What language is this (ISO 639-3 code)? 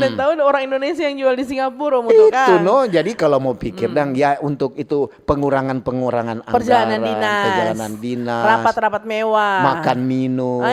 xmm